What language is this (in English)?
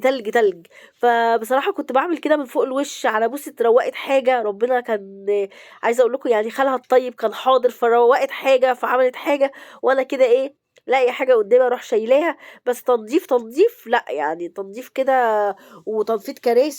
Egyptian Arabic